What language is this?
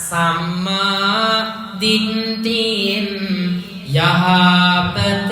Sinhala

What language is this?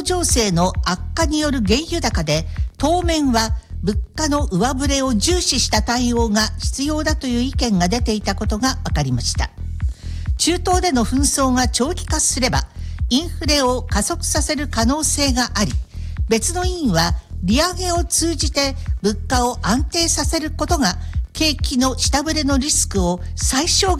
Japanese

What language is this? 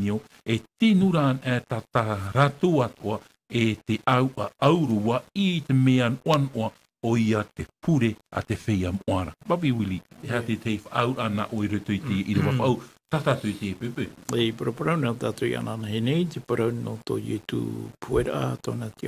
Tahitian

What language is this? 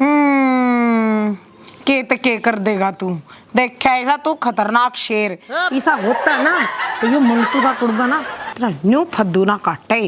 Haryanvi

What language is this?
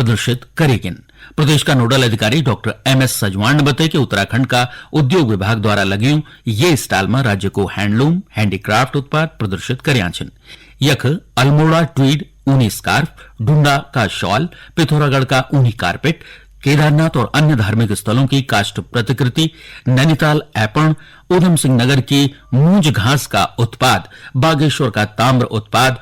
Garhwali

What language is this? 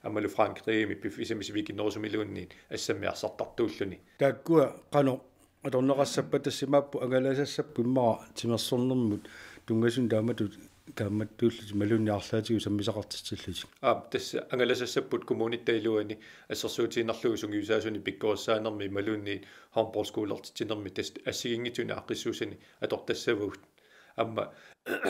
Kalaallisut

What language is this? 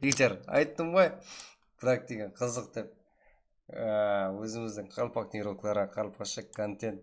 Kara-Kalpak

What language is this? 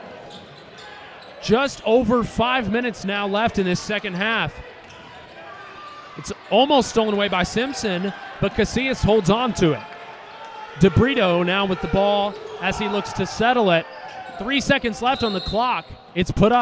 English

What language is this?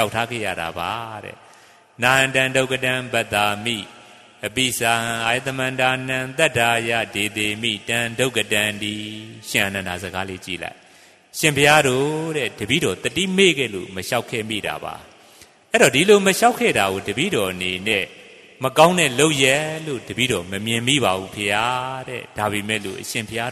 Burmese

